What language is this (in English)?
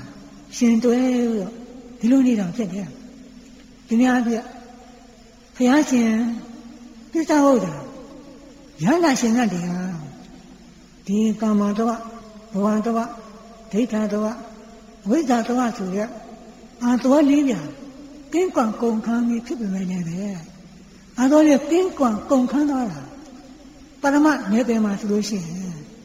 Burmese